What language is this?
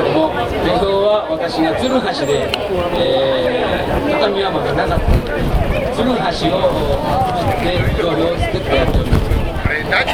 Japanese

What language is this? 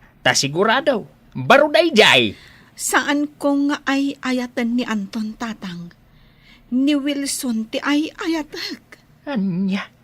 Iloko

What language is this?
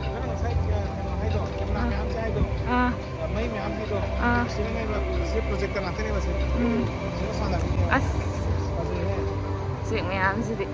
Manipuri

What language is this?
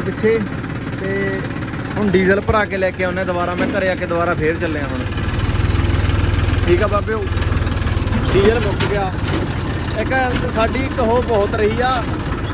Punjabi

